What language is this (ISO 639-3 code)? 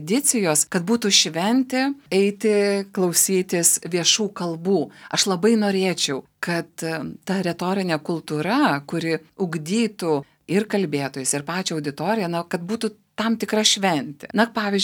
lit